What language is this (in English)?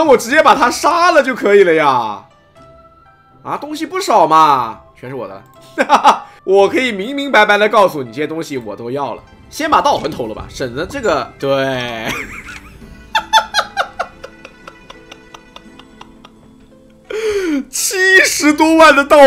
Chinese